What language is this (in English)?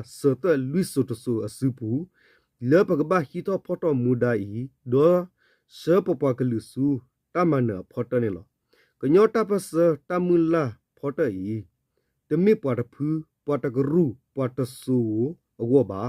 S'gaw Karen